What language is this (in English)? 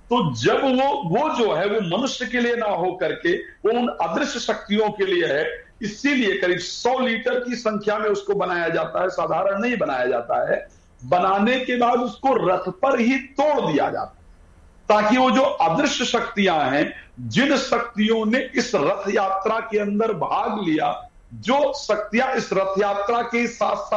Hindi